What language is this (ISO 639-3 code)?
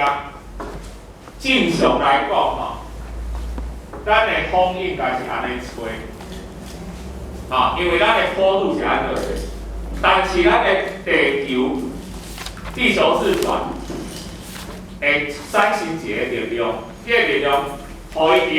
nan